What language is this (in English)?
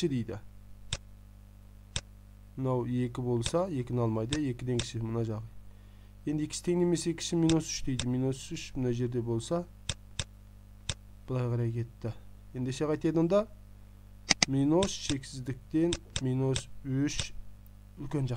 Kazakh